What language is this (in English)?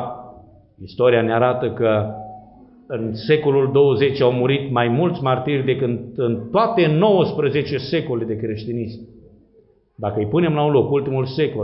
Romanian